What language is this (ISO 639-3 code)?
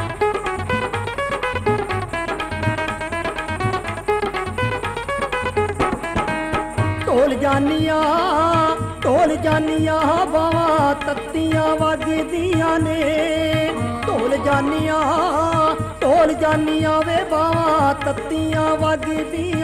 pan